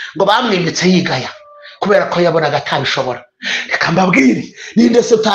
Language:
Kinyarwanda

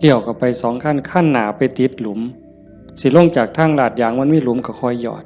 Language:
Northeastern Thai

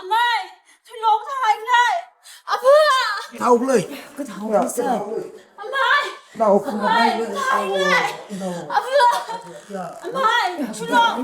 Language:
Tangkhul Naga (India)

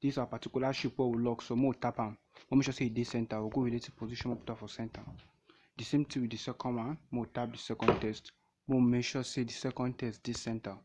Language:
Nigerian Pidgin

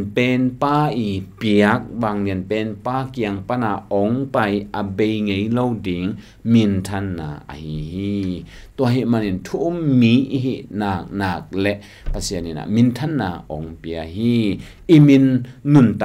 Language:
Tedim Chin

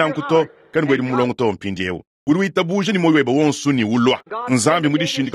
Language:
Luba-Lulua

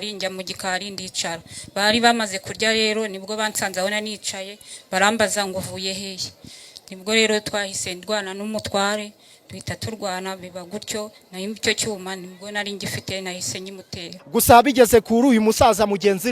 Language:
Kinyarwanda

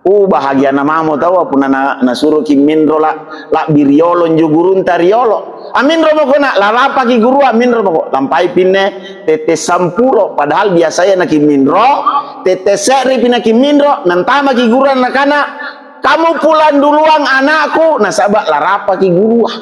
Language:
Makasar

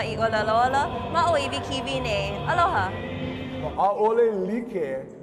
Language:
Hawaiian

